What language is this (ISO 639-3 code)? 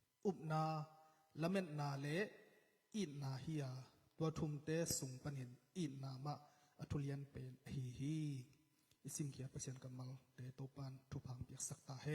ctd